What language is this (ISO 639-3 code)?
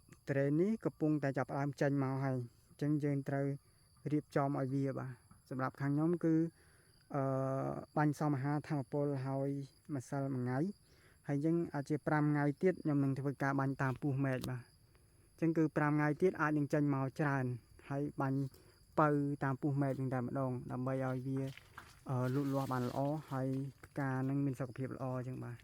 khm